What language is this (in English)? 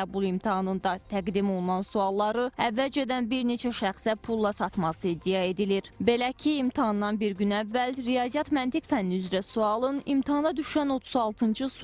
Azerbaijani